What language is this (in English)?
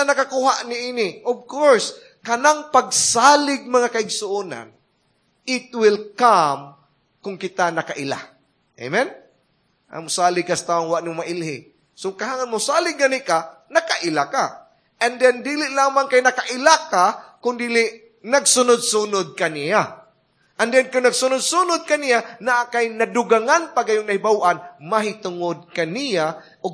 Cebuano